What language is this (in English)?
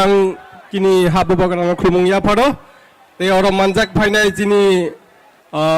Kok Borok